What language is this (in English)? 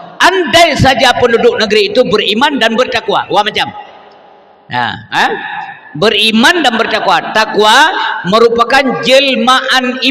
Achinese